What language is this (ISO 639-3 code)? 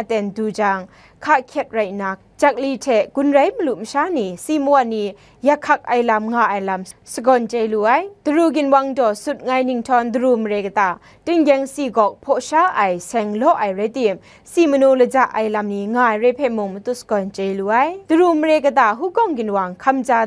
kac